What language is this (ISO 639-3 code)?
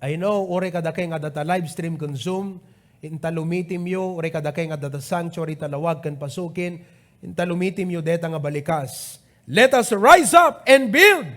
ilo